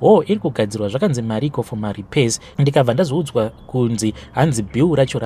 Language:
Shona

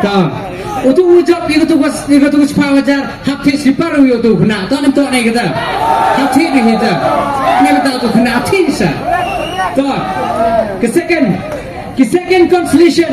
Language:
Khasi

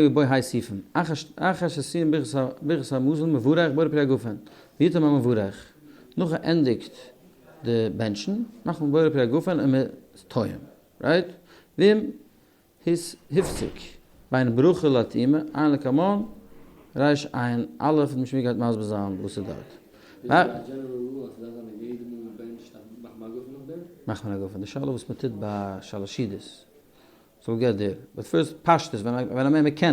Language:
Yiddish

